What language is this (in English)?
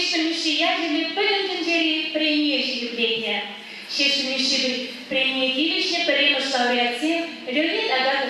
Chuvash